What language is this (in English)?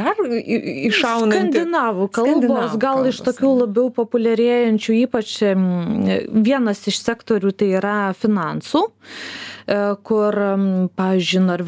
Lithuanian